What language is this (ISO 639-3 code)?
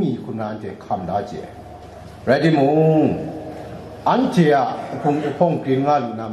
kac